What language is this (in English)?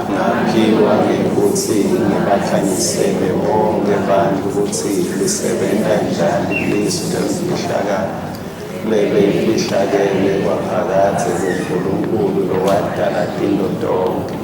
Swati